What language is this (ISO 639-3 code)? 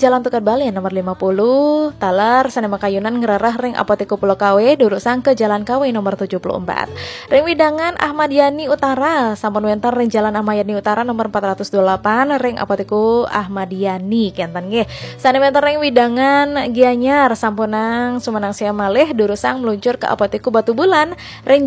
ban